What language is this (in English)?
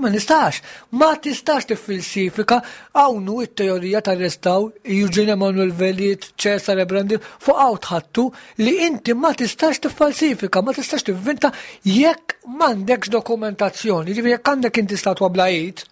Maltese